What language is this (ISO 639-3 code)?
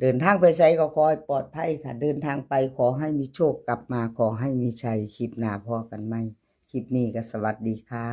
tts